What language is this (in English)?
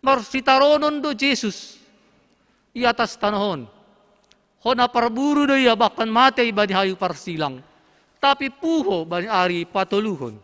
Batak Simalungun